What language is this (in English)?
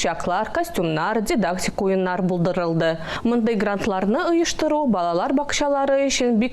Tatar